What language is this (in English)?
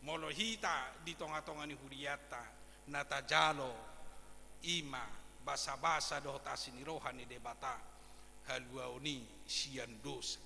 Batak Toba